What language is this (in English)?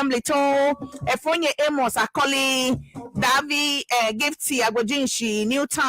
Ewe